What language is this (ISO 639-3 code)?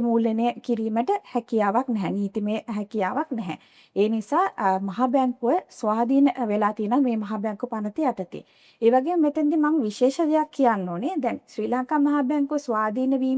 sin